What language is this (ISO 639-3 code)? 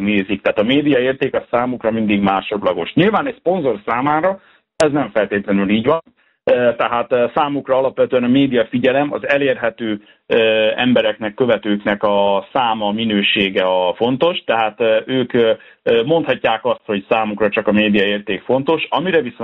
hun